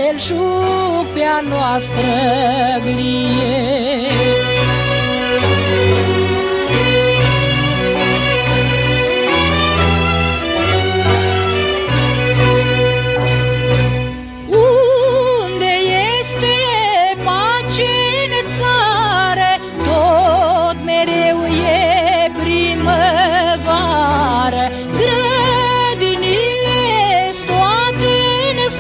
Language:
Romanian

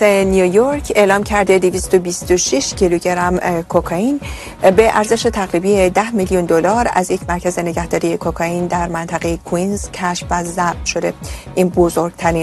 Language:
Persian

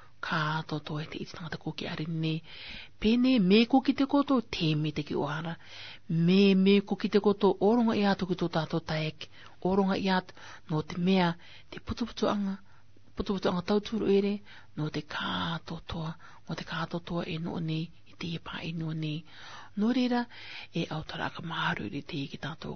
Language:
Rarotongan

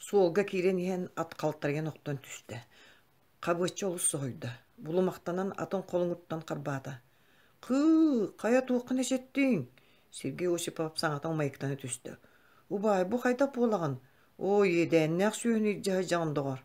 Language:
Yakut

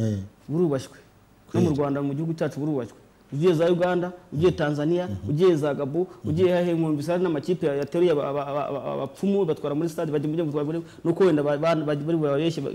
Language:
Kinyarwanda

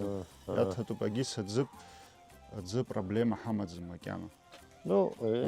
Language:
Abkhazian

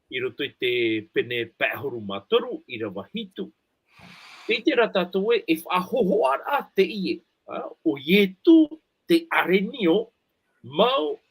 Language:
Tahitian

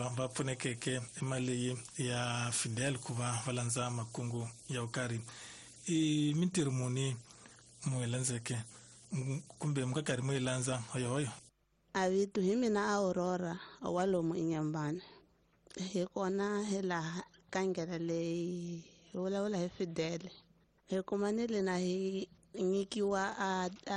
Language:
Tsonga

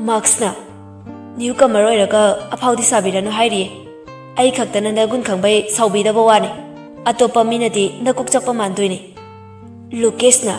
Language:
Manipuri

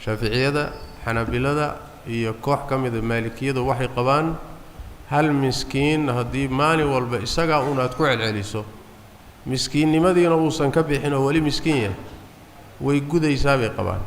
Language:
Somali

